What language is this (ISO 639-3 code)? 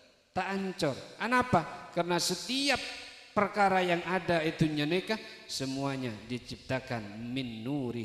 mad